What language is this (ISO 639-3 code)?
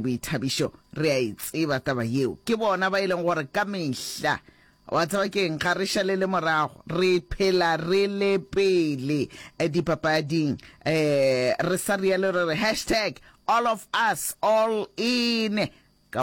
nso